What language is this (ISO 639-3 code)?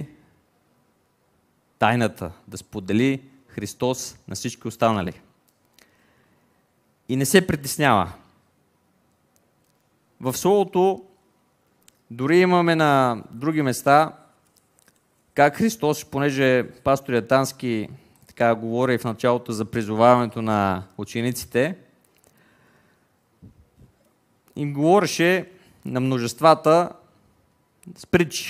bul